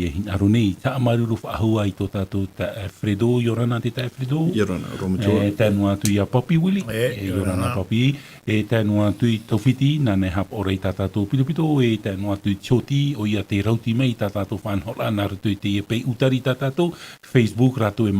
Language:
Tahitian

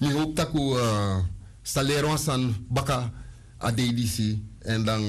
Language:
Sranan Tongo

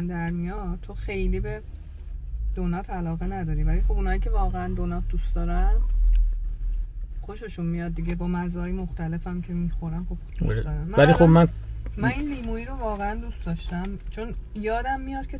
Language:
Persian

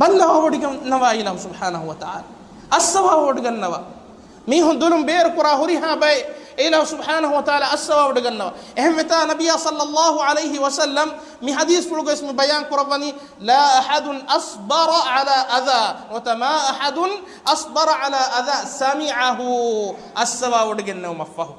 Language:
Divehi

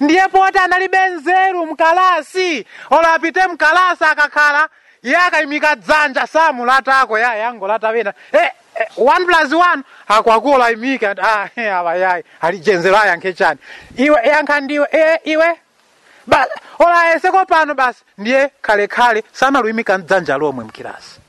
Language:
Nyanja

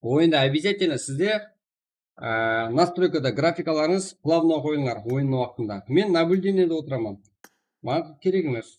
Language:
Kara-Kalpak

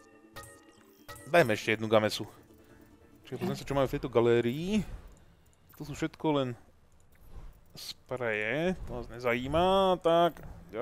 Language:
Slovak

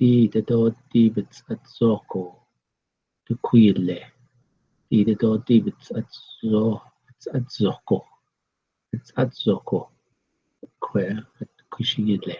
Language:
Navajo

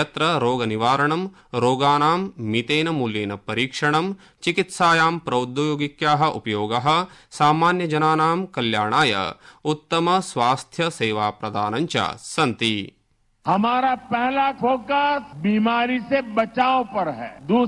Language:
Sanskrit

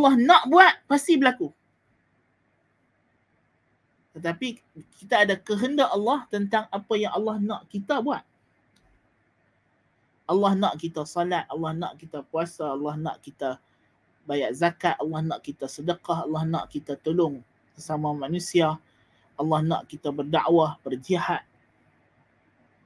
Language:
Malay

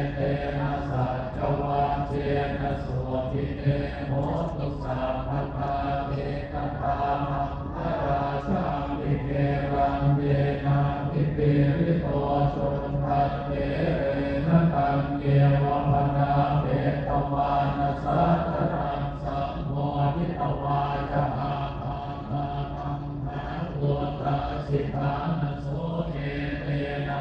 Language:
Pali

